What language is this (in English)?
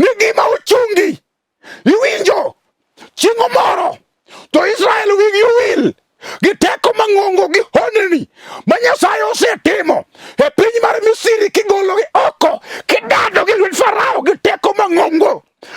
Luo (Kenya and Tanzania)